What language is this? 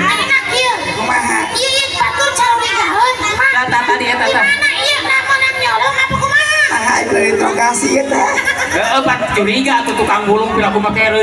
Sundanese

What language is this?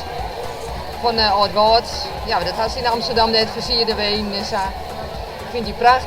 Western Frisian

